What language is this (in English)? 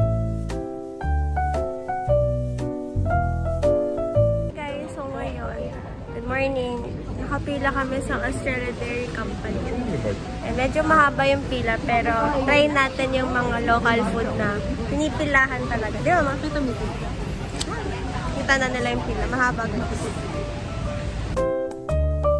Filipino